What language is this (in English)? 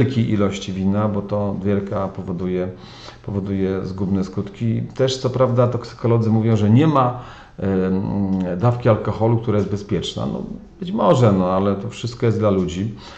Polish